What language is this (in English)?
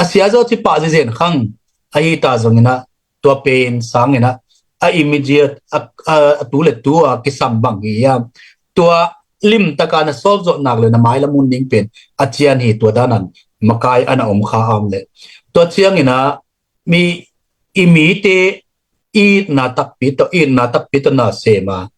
Tedim Chin